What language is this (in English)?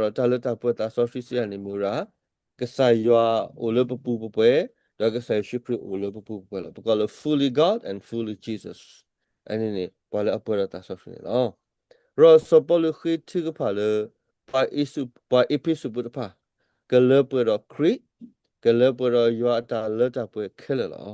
S'gaw Karen